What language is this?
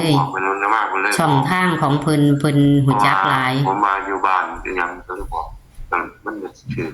Northeastern Thai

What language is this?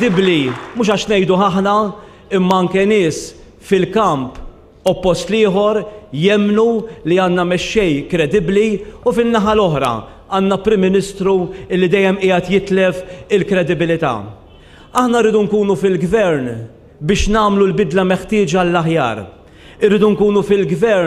Maltese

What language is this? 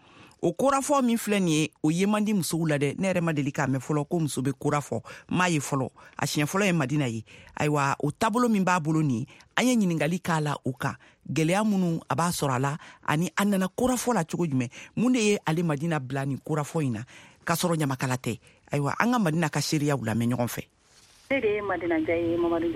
Bambara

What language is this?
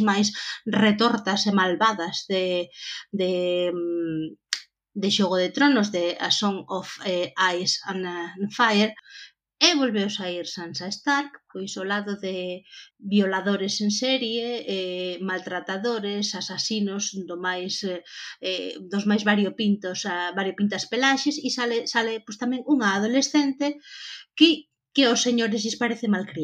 Galician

